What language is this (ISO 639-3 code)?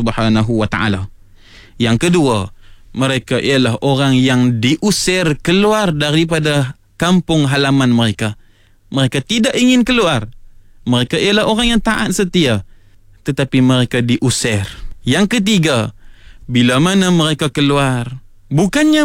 msa